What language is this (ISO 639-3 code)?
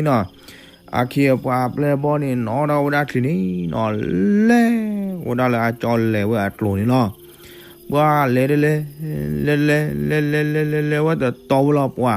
ksw